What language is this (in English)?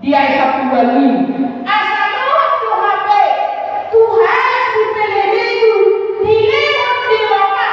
Batak Toba